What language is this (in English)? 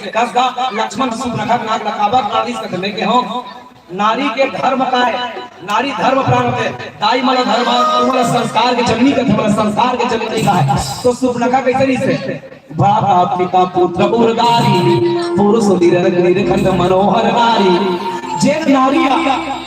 Chhattisgarhi